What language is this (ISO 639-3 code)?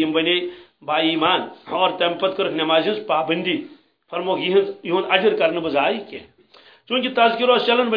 kas